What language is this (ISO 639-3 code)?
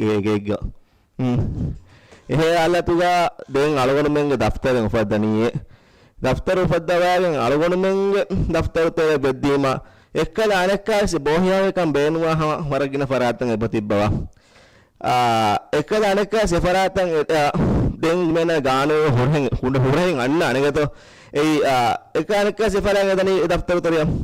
div